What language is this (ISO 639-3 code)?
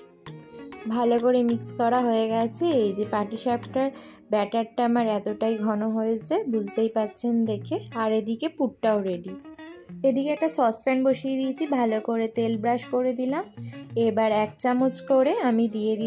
ben